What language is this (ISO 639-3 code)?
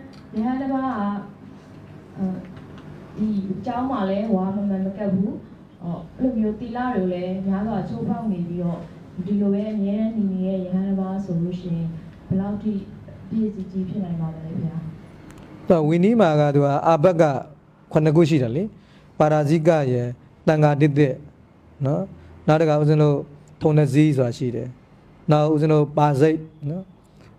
mya